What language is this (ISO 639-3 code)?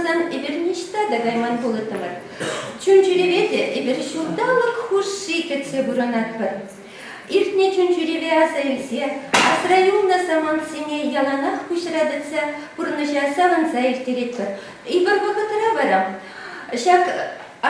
chv